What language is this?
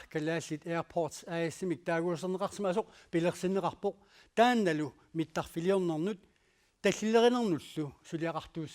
Kalaallisut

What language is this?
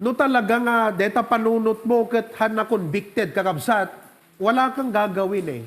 Iloko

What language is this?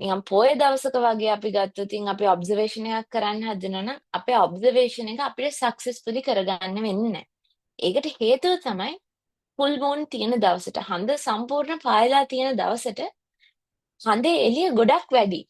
Sinhala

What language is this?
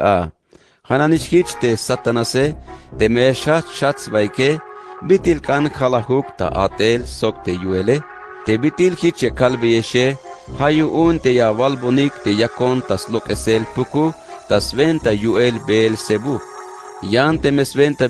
Tzeltal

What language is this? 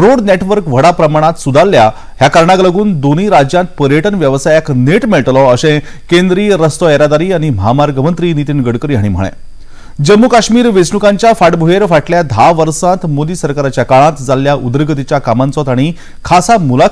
Konkani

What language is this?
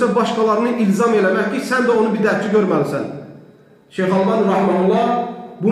Azerbaijani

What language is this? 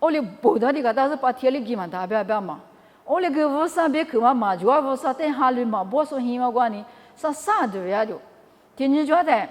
Lisu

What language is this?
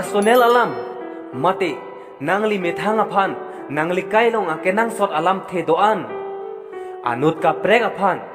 Karbi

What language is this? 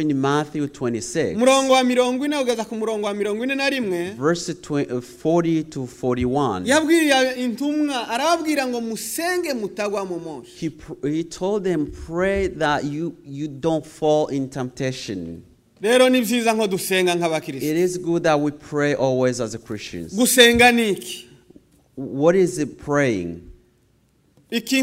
Kinyarwanda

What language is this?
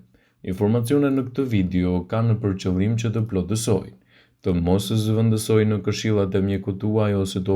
Albanian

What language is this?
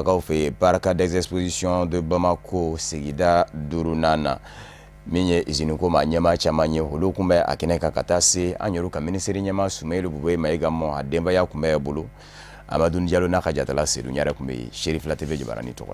Bambara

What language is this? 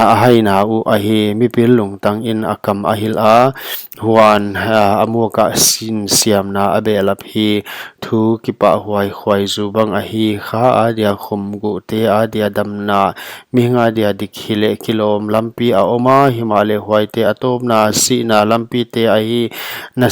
Paite Chin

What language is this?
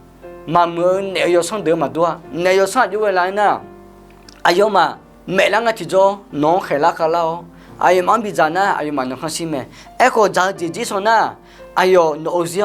Akha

